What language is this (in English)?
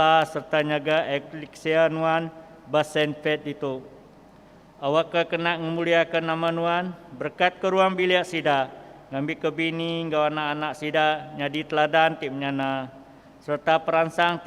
Iban